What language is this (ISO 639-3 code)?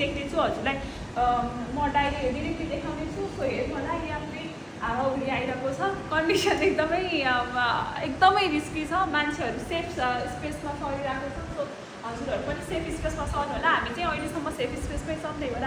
nep